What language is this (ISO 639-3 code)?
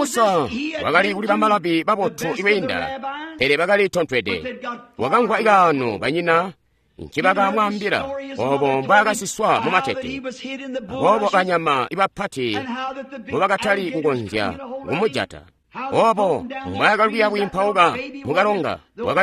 toi